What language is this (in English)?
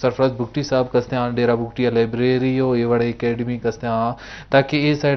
Eastern Balochi